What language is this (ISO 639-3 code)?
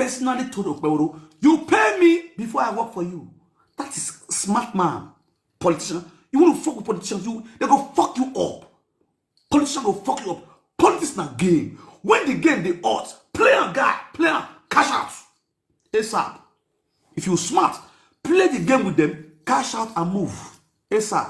pcm